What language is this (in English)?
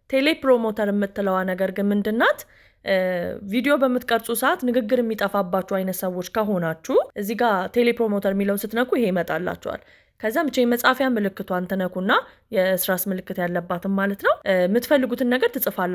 Amharic